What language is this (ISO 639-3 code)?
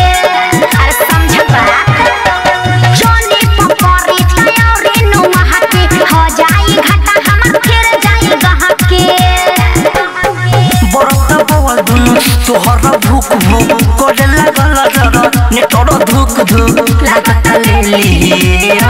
bho